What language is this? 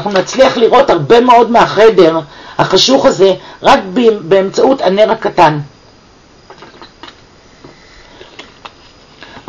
Hebrew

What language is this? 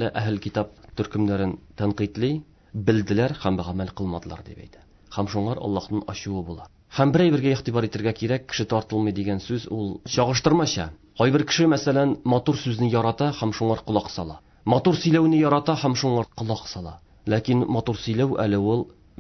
Tatar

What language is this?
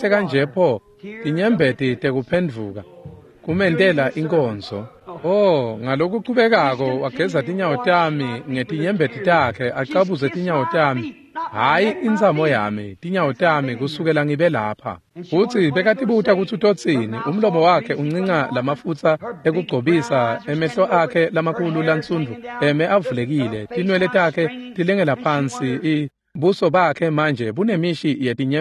Swati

